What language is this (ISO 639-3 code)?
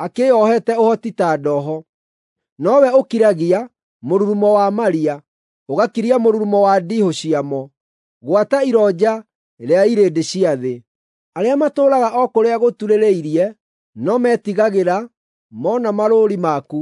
kik